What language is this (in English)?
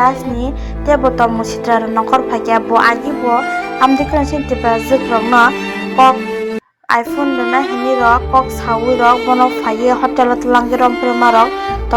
Kok Borok